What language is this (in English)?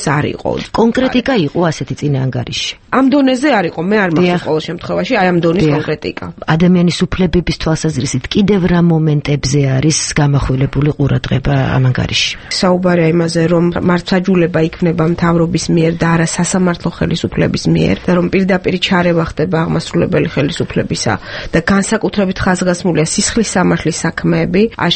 Georgian